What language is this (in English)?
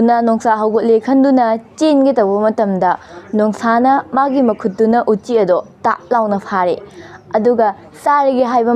Manipuri